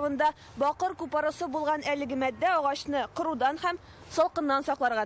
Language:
Tatar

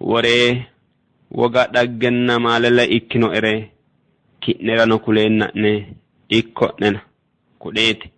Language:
Sidamo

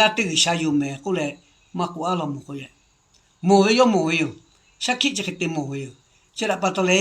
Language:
Lahu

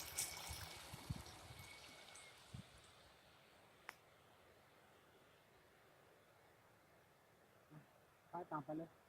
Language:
Lao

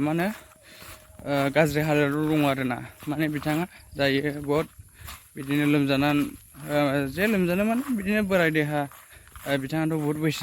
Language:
Bodo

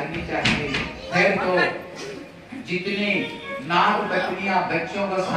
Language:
Hindi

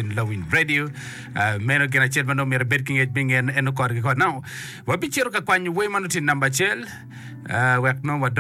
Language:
Acoli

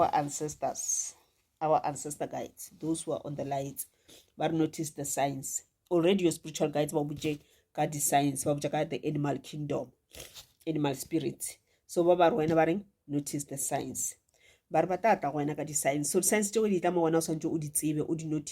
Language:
Northern Sotho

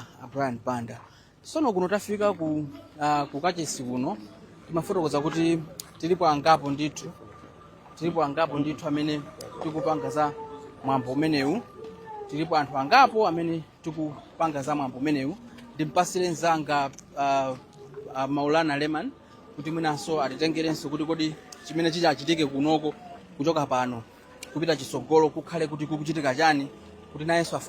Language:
Nyanja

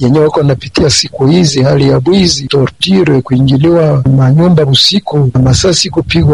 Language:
Swahili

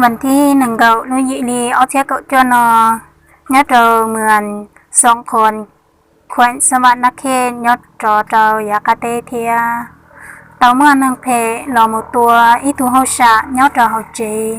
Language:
Hmong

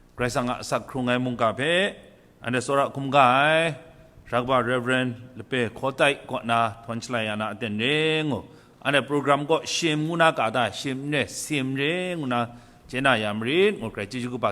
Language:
Kachin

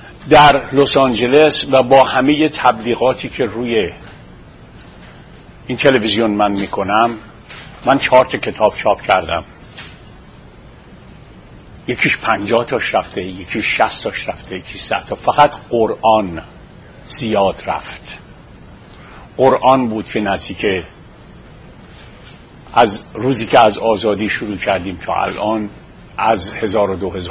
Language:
Persian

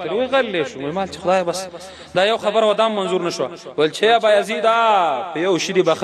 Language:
Pashto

